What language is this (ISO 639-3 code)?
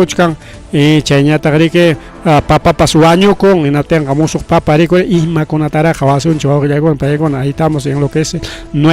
quy